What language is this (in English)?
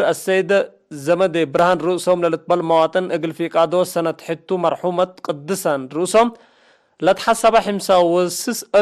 Tigre